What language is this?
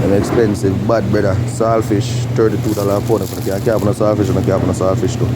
Jamaican Creole English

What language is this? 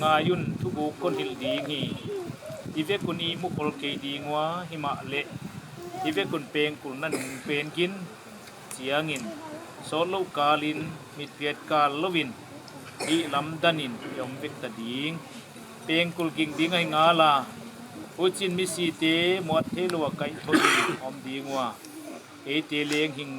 Paite Chin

